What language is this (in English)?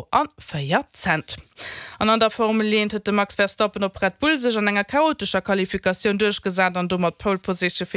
Luxembourgish